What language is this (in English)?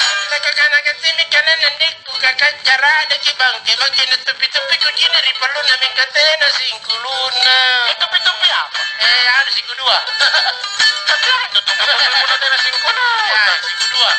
Makasar